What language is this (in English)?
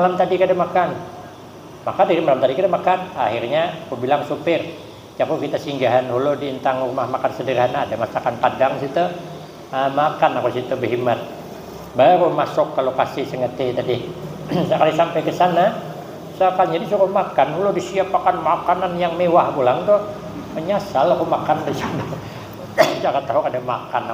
Banjar